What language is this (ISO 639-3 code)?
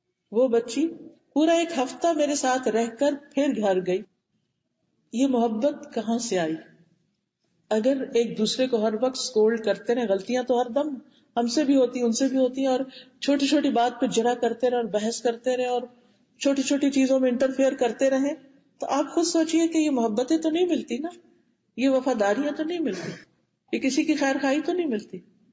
urd